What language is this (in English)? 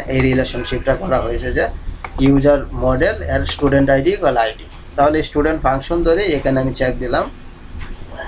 Bangla